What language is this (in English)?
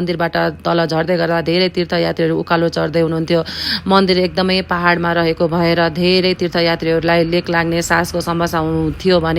Nepali